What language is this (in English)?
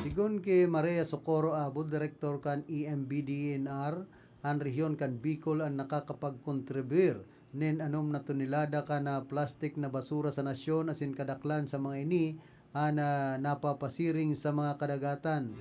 Bikol